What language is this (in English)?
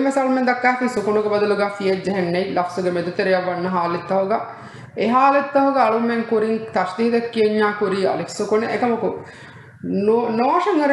Divehi